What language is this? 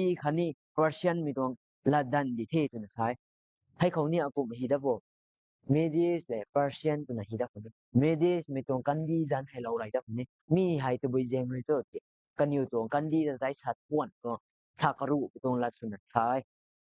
Rongmei Naga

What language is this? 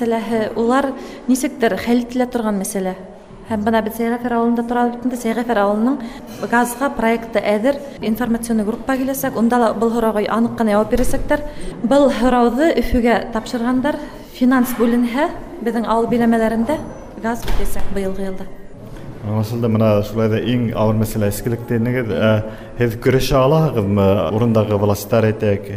Bashkir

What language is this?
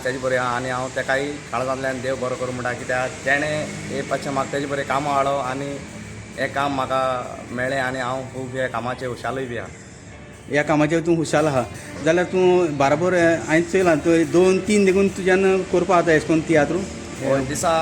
Konkani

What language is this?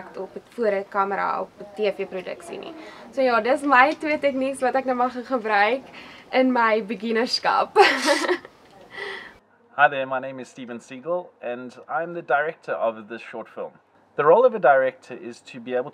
Afrikaans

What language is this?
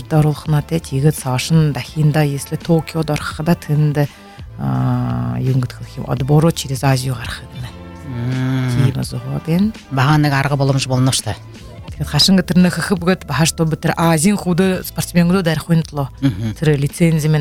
Buriat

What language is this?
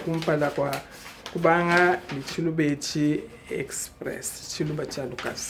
Luba-Lulua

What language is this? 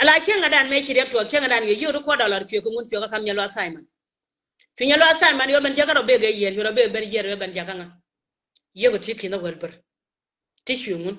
Nuer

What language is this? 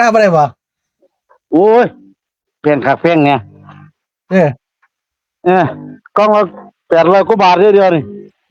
Northeastern Thai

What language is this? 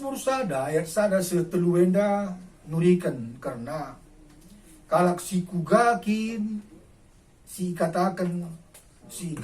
Batak Karo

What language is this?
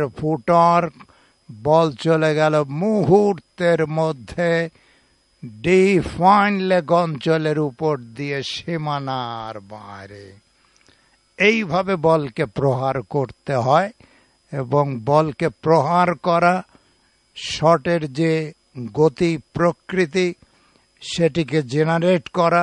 Bangla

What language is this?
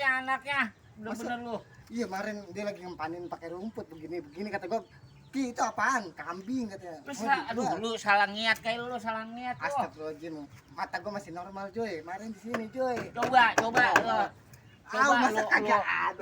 Betawi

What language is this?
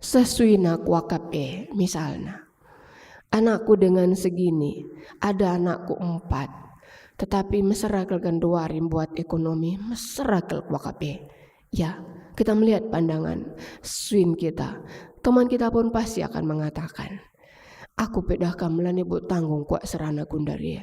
Batak Karo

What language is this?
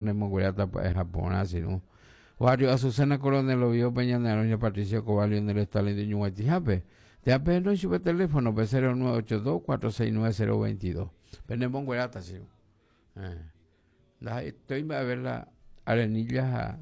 Guarani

